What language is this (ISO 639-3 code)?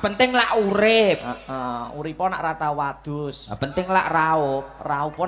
jav